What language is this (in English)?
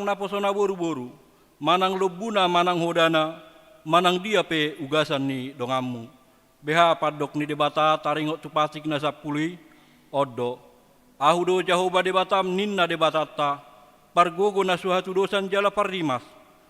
Batak Toba